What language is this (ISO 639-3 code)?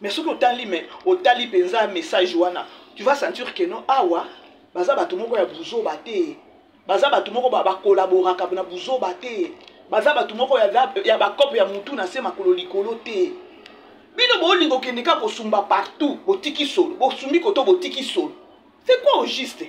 lin